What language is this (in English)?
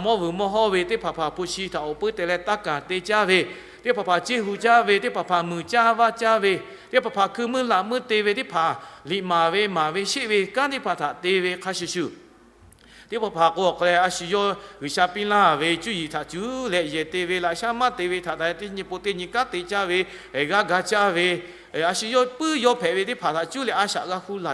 Lahu